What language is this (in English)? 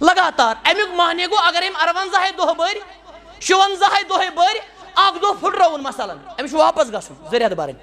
Kashmiri